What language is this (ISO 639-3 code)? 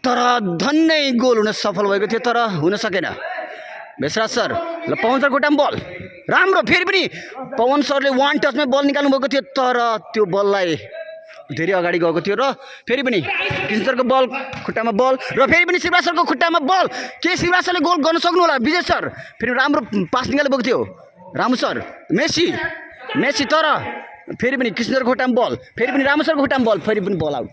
nep